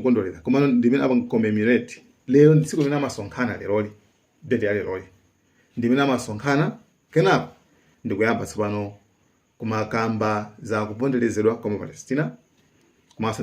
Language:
Nyanja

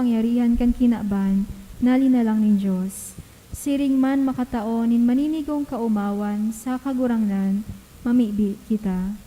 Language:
Bikol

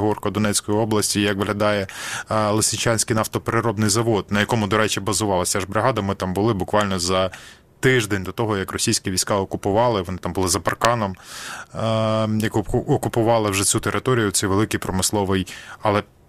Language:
Ukrainian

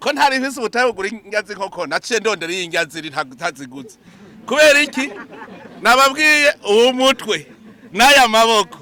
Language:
Rundi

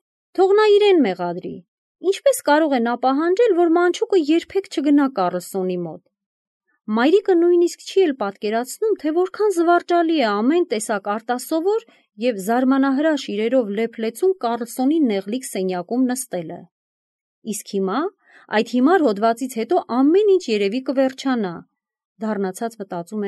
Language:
Armenian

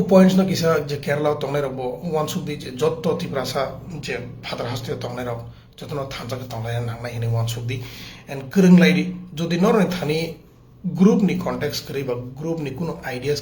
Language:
Kok Borok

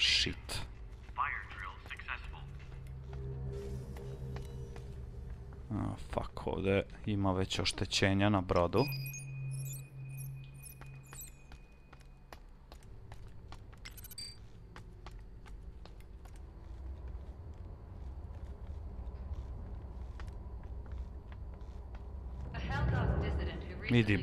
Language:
Croatian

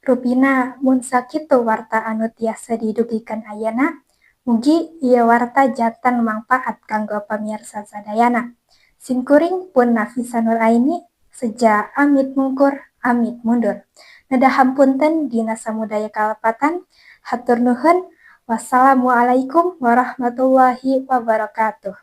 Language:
Sundanese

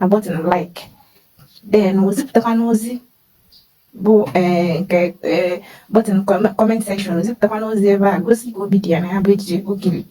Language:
Igbo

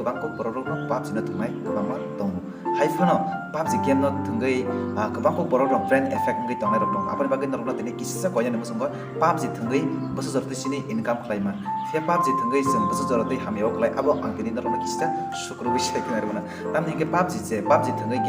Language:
Kok Borok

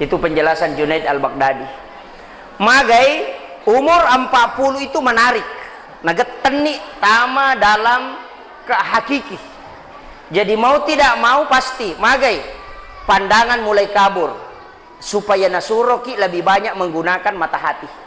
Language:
Buginese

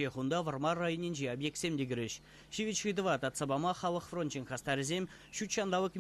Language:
Chuvash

